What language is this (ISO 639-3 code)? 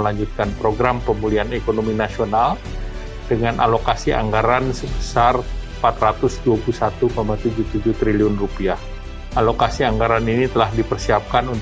ind